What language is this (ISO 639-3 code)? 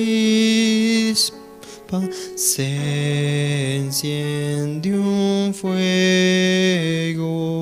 quh